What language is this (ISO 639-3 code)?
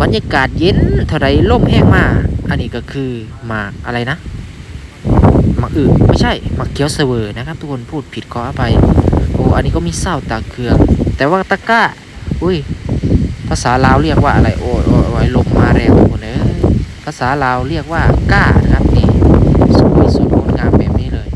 tts